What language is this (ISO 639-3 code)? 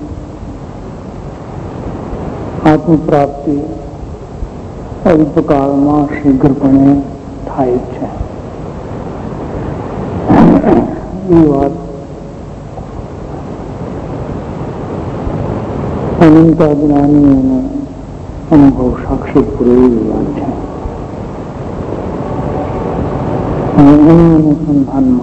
guj